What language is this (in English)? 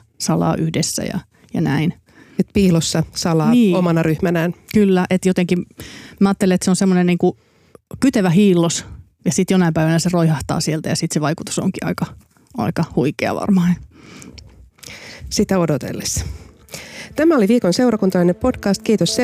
Finnish